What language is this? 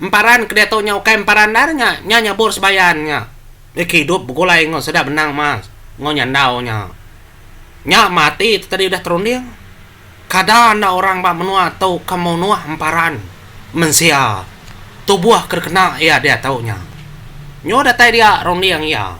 Iban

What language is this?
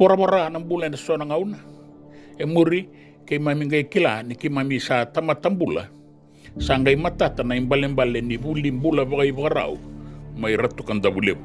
Fijian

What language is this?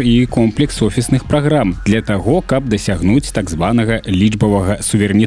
Belarusian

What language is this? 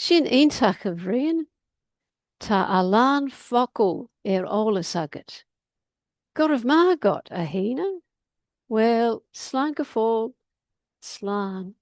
Irish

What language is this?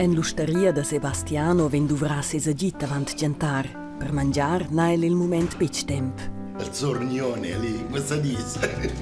Romansh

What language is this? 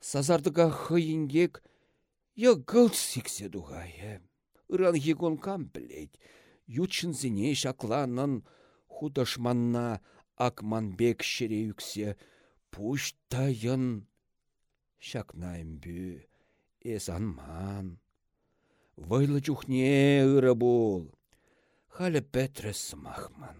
Chuvash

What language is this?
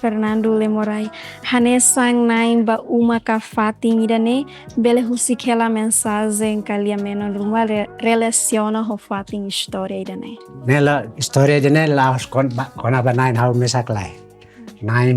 Tetum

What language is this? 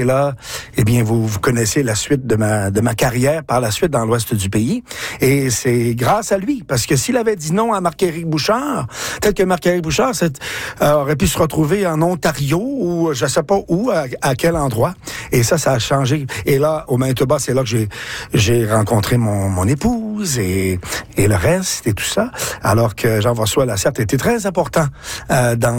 French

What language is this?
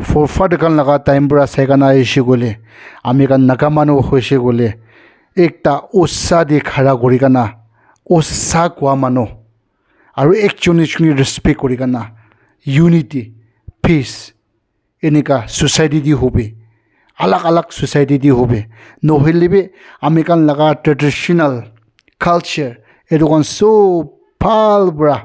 Naga Pidgin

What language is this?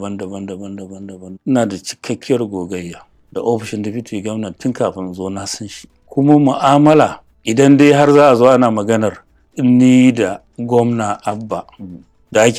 Hausa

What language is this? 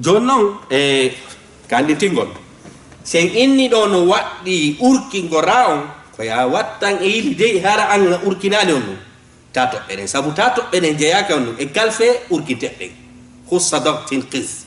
Fula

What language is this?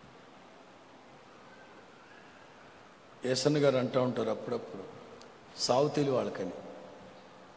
Telugu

